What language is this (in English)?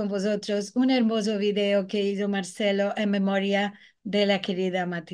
Ladino